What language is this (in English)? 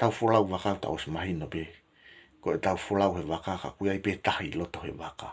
Tongan